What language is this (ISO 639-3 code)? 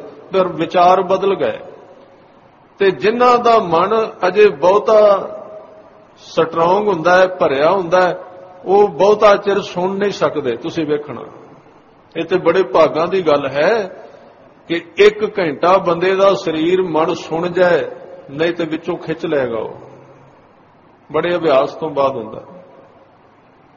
pan